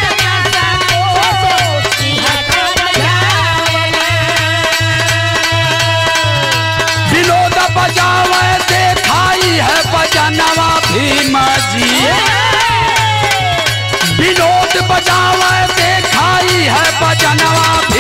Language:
Bhojpuri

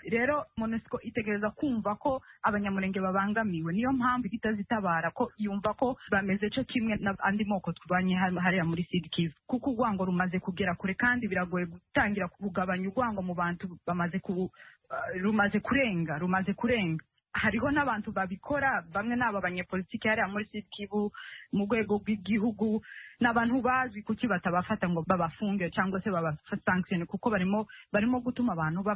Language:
Kinyarwanda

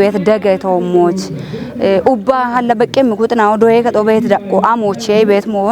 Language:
Kafa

